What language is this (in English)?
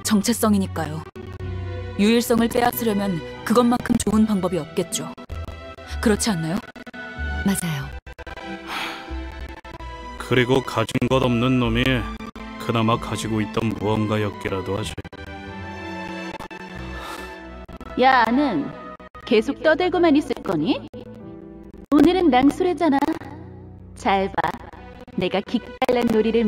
Korean